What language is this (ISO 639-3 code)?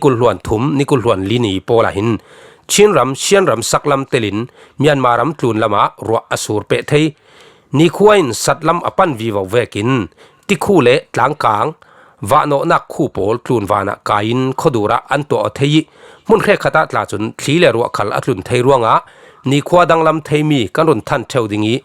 cfm